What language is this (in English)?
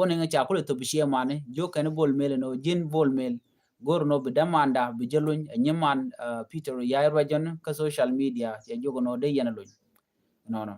Nuer